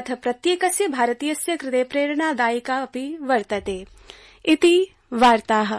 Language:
Sanskrit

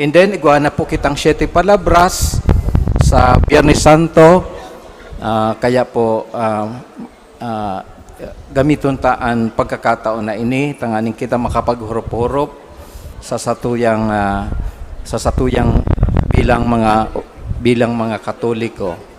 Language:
Bikol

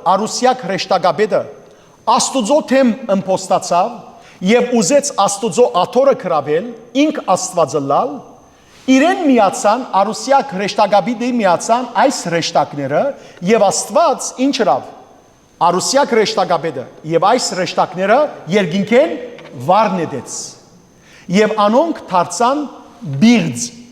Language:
Western Armenian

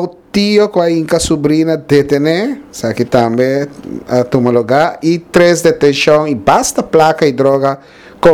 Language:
Papiamento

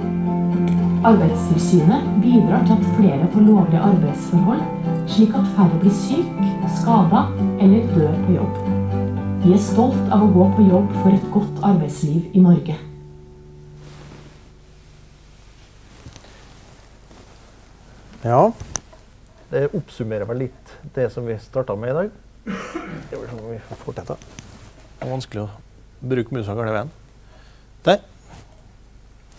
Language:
Norwegian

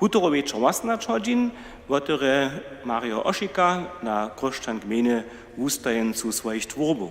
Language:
Upper Sorbian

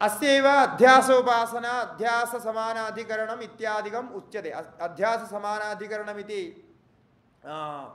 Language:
Sanskrit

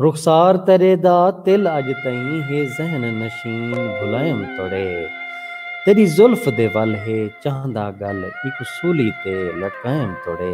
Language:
Saraiki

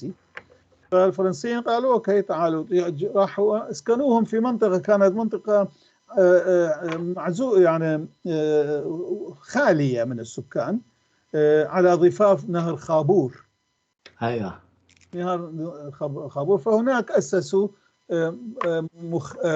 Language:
North Levantine Arabic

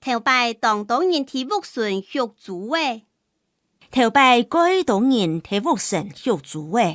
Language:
Hakka Chinese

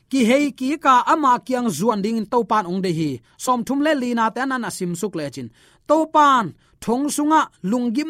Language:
Tedim Chin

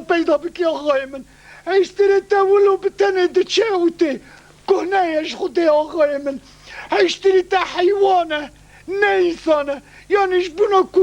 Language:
Kurdish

